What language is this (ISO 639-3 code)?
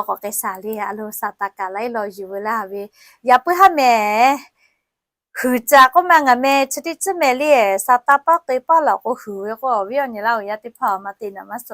lhu